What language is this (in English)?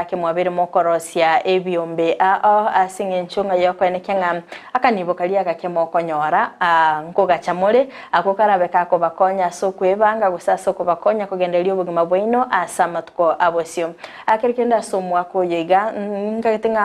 Gusii